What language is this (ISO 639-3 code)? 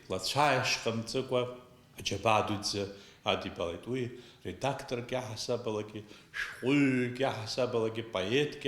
abk